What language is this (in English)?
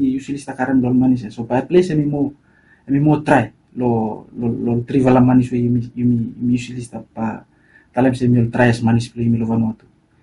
Bislama